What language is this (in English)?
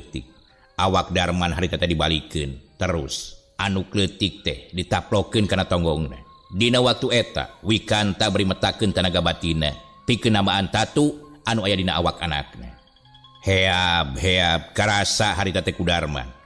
Sundanese